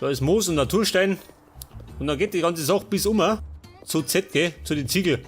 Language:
Bavarian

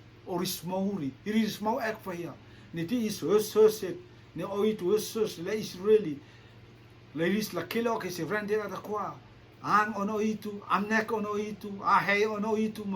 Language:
Rotuman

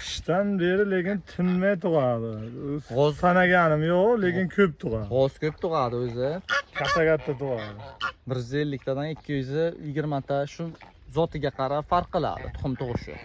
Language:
Uzbek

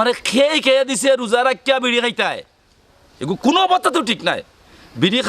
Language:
Sylheti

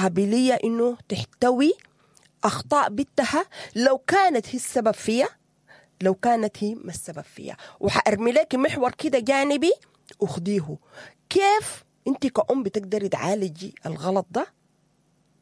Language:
Sudanese Arabic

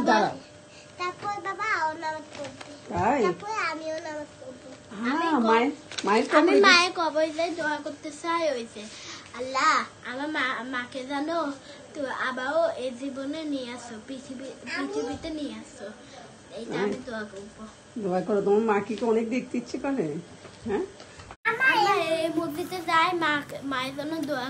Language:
Bangla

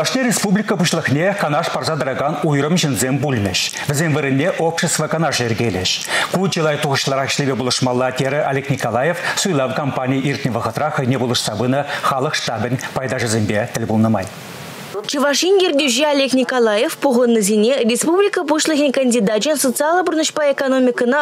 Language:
Chuvash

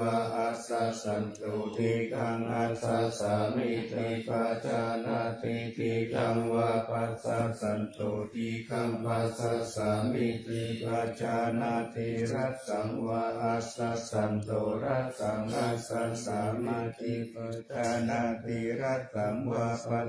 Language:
Pali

